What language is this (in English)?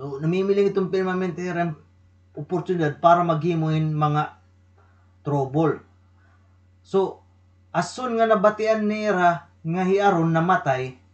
Waray